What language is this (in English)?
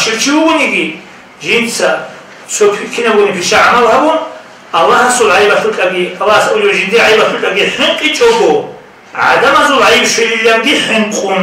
Avaric